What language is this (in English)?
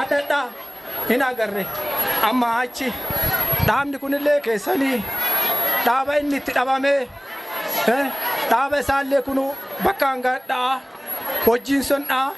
Oromo